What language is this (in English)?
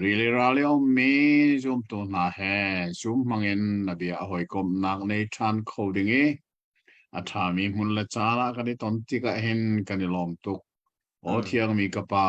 Hakha Chin